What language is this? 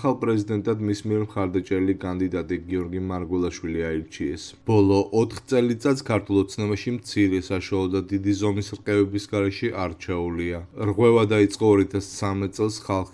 Georgian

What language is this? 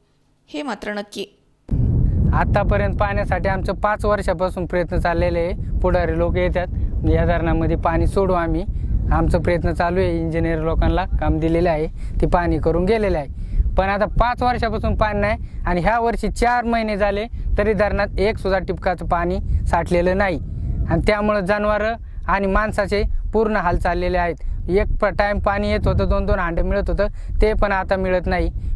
Marathi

